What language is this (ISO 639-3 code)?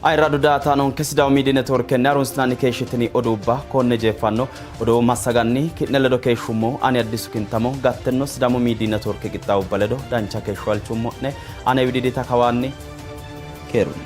sid